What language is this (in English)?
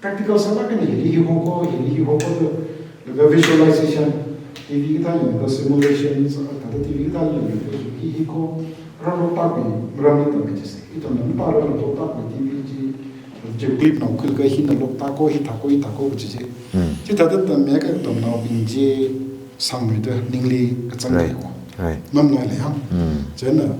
Tangkhul Naga (India)